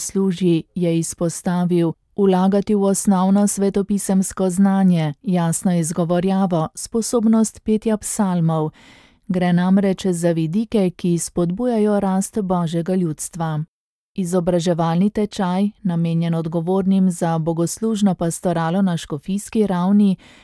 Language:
Slovenian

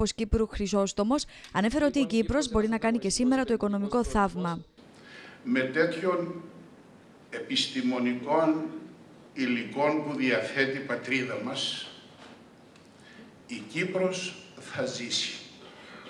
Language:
Greek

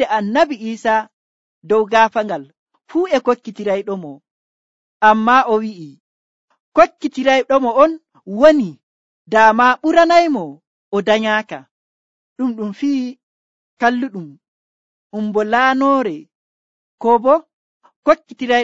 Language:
Nigerian Fulfulde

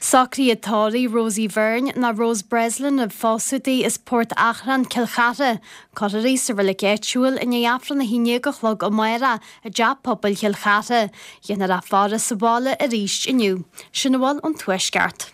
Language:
Irish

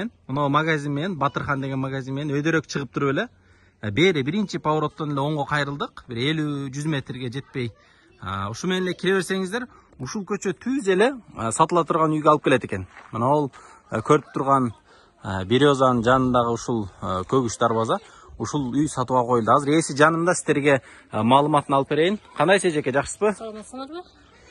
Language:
Kyrgyz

